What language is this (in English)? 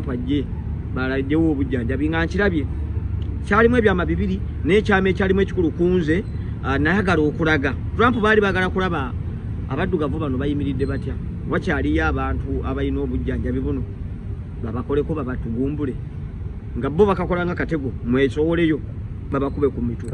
Ganda